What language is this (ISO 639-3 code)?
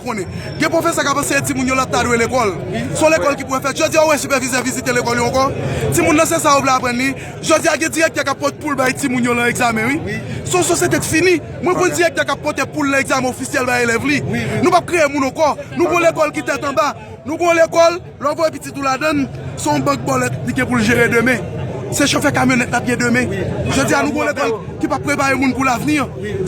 hat